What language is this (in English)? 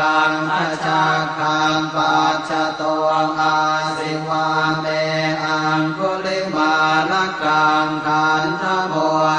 Pali